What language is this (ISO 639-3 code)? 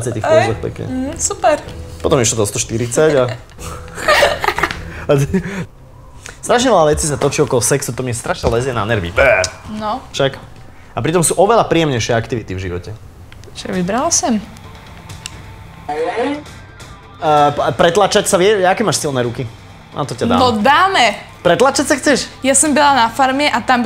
slk